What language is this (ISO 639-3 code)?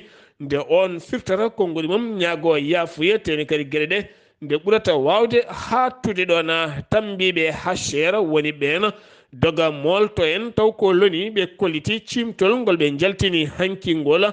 ful